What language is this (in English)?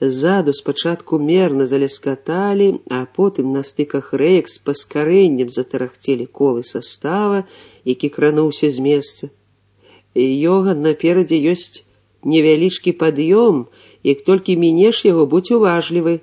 Belarusian